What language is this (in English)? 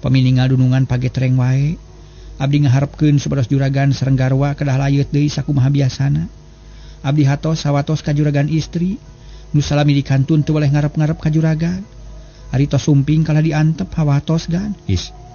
Sundanese